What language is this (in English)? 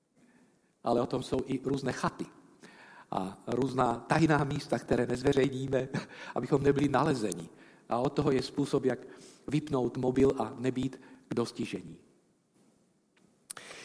Czech